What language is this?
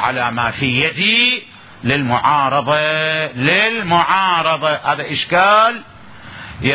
Mesopotamian Arabic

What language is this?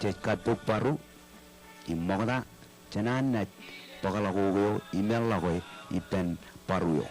Marshallese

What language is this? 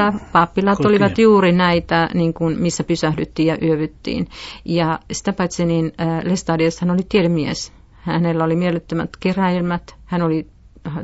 Finnish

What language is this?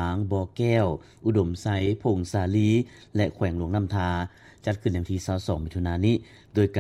Lao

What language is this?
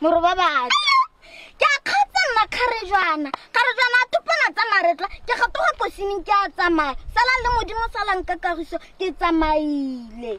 Tswana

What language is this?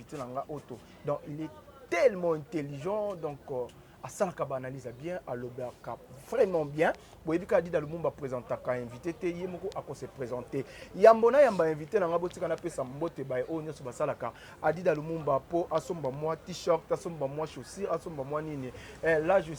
Lingala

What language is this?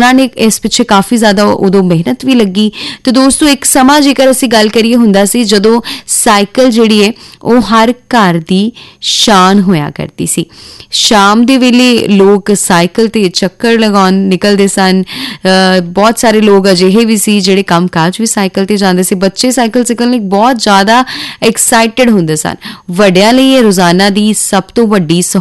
Punjabi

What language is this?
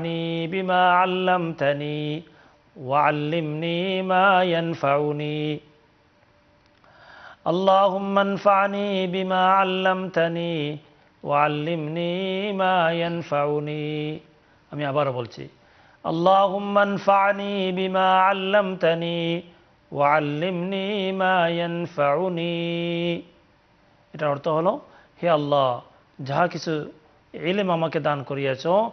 Bangla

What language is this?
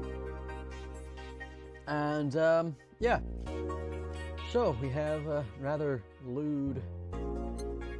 English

